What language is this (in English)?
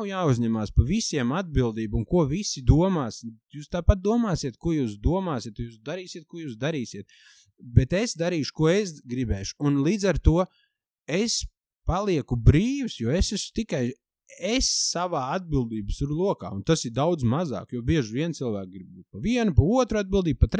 Latvian